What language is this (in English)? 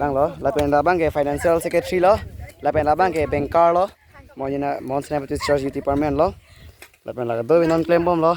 Karbi